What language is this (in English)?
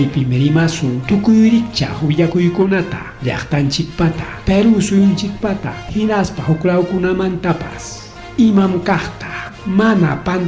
Ayacucho Quechua